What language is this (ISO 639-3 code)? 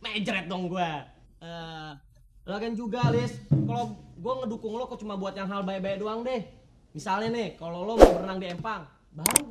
bew